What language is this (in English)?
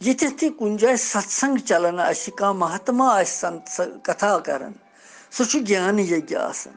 Kashmiri